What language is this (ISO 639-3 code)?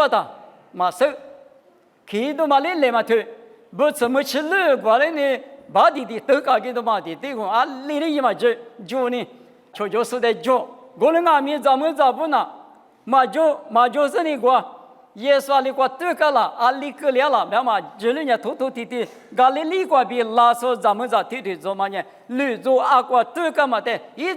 lis